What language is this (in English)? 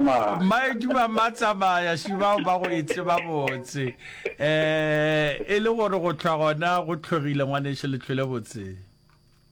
Northern Sotho